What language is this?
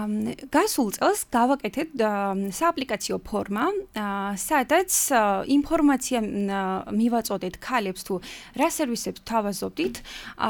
Georgian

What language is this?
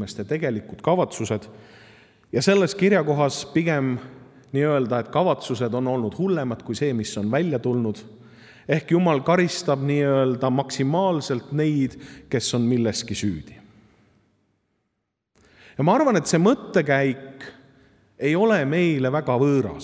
Estonian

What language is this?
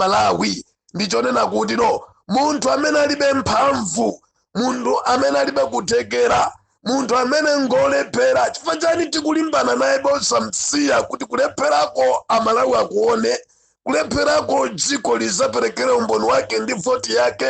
Nyanja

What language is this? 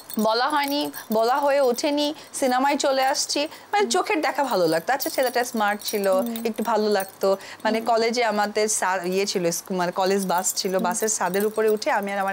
Bangla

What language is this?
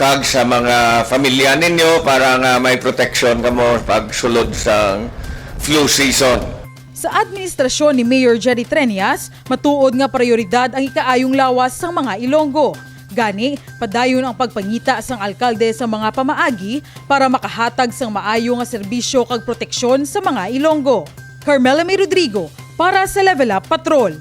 Hiligaynon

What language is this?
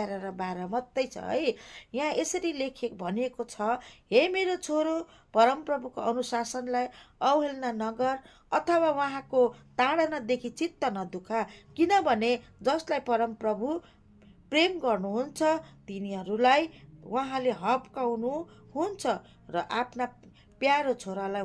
Nepali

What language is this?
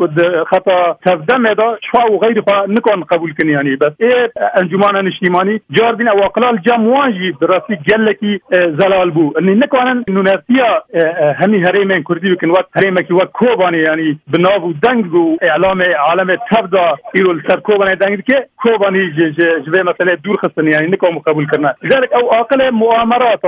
Kurdish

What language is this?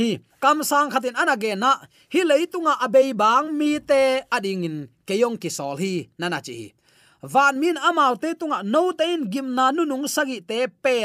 Tedim Chin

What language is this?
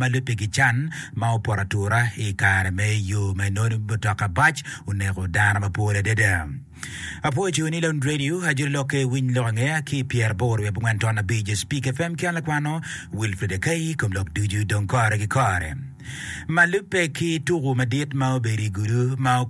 Acoli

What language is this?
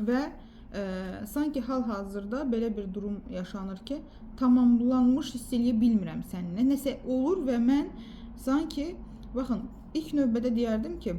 Azerbaijani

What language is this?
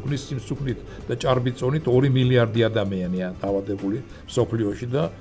Georgian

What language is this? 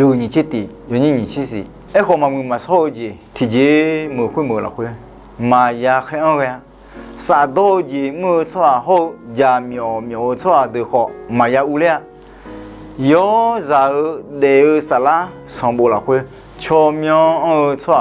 Akha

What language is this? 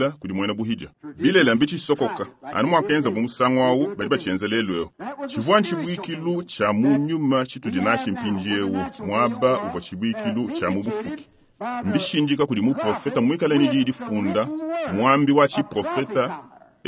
Luba-Lulua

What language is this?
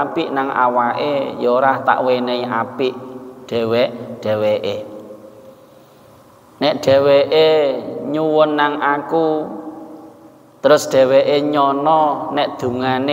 Javanese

